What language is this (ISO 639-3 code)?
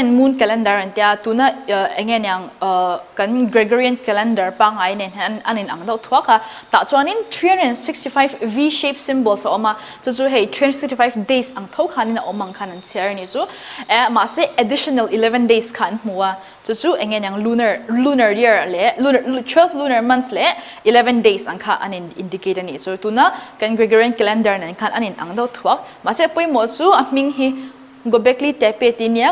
lus